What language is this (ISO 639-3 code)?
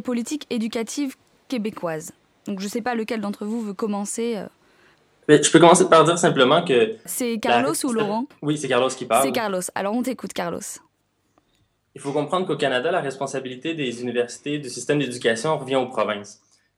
fra